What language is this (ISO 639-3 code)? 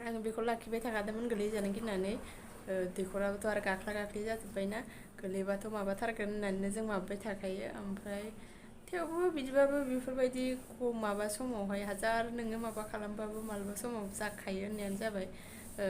brx